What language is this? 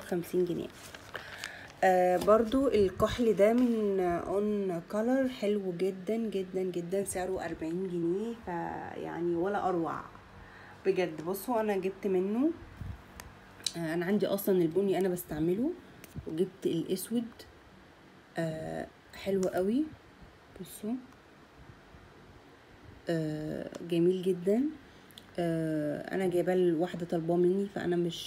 Egyptian Arabic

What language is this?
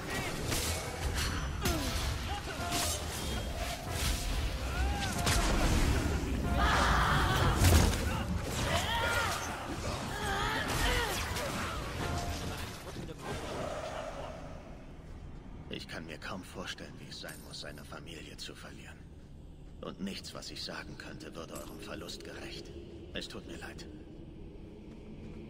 German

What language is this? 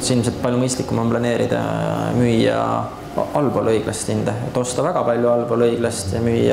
Estonian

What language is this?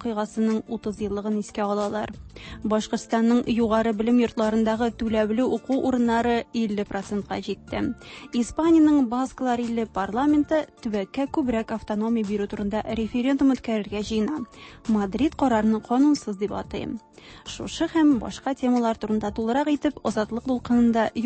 Tatar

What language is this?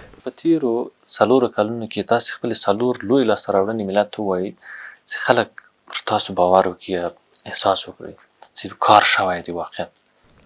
Pashto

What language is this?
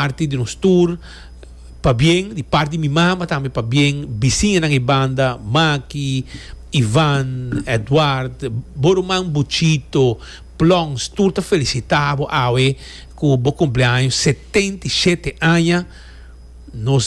Papiamento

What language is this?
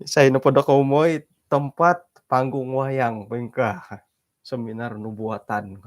Central Dusun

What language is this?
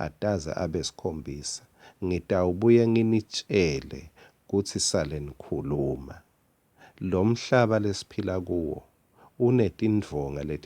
Swati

